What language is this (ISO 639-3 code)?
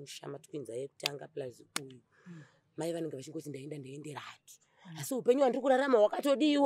sna